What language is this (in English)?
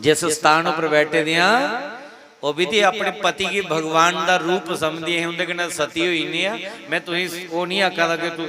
Dogri